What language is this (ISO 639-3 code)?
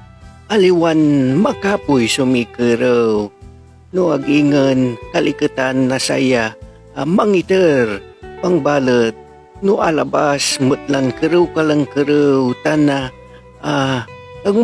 pag